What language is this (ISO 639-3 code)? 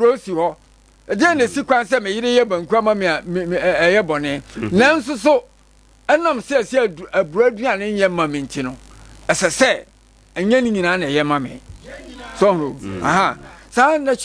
aka